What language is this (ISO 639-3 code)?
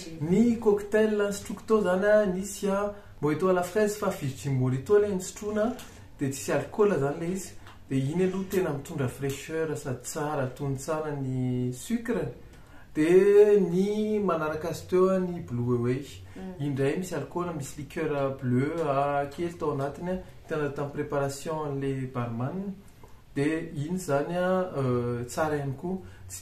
mlg